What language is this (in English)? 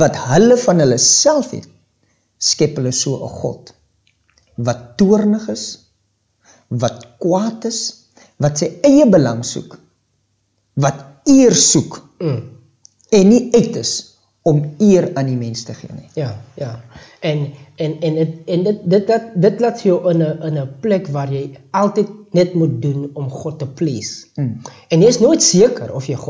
Afrikaans